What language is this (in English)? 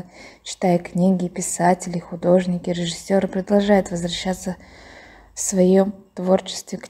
Russian